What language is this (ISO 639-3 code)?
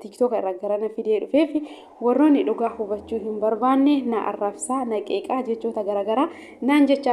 orm